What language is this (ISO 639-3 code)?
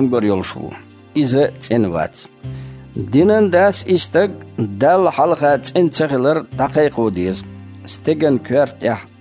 che